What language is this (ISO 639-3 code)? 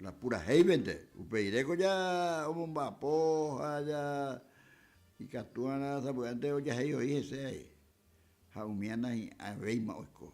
grn